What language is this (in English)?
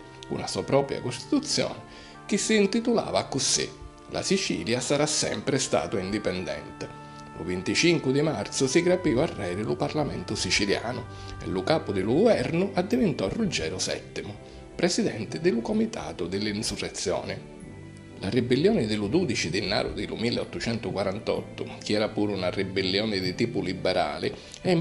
Sicilian